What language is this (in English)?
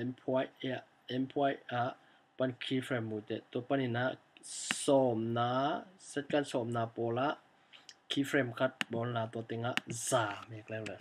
Tedim Chin